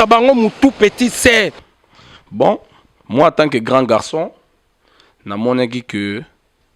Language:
Lingala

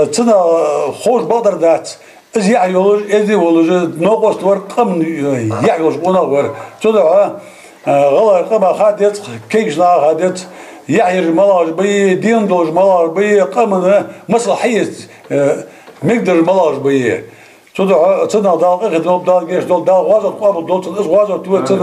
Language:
Ingush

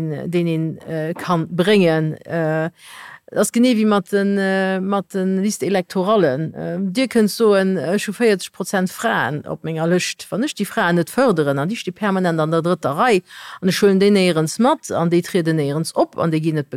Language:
Luxembourgish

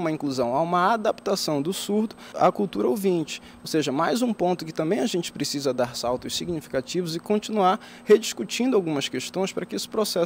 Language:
Portuguese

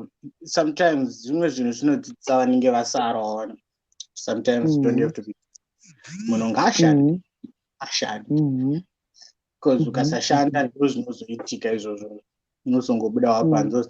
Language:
Shona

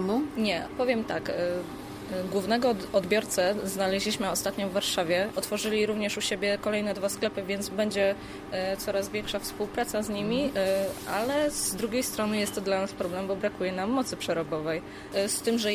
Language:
Polish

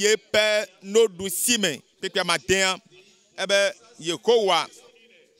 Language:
Ewe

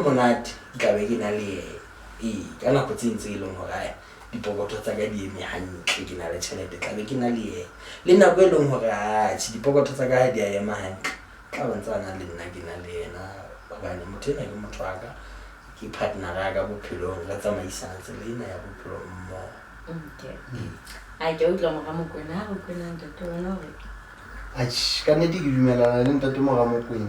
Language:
Southern Sotho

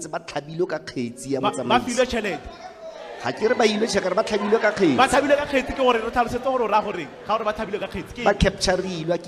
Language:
Tswana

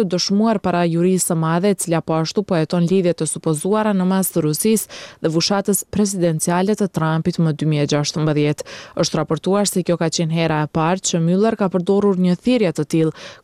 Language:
Albanian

